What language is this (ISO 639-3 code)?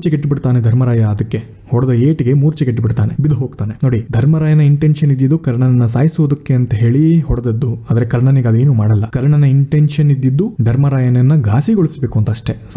kan